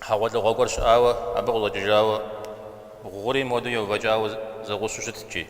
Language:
Kabardian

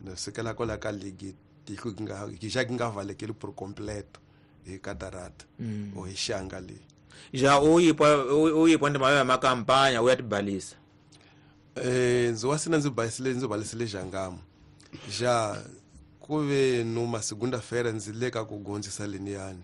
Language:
Tsonga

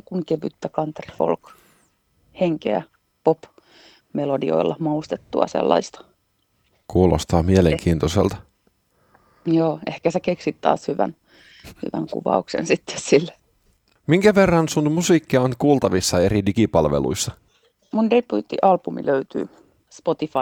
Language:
Finnish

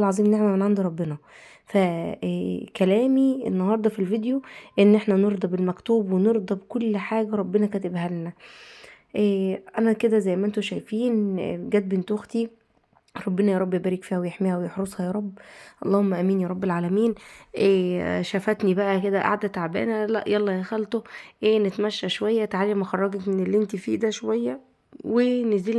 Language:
Egyptian Arabic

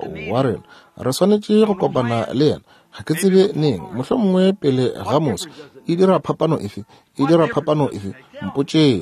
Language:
Northern Sotho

